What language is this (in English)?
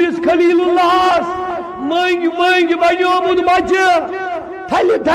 Kashmiri